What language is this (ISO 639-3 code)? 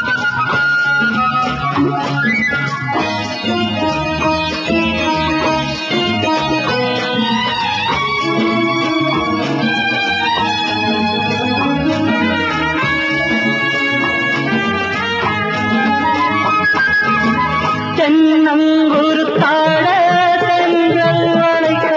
tam